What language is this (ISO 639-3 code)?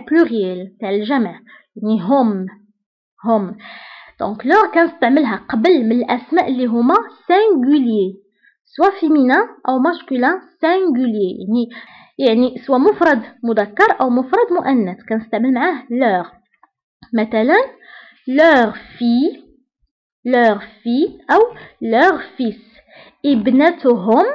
ary